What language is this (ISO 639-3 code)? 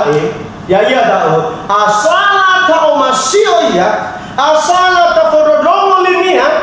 nia